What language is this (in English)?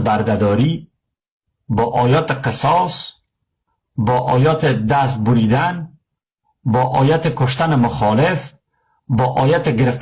Persian